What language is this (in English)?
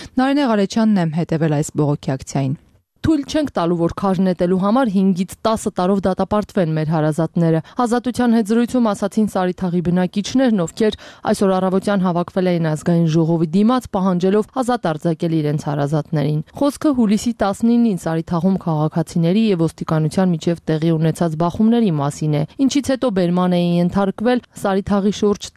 Armenian